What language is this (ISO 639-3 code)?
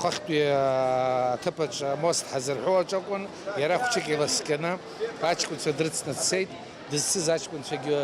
abk